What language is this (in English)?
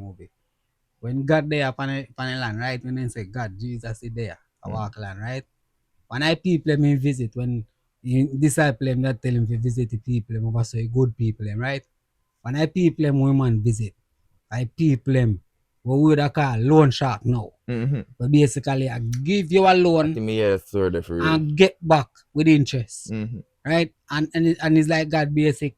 Jamaican Creole English